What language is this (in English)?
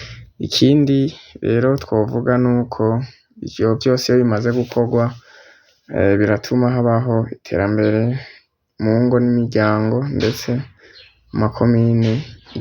Rundi